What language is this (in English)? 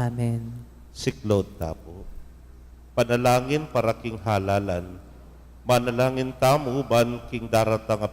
Pampanga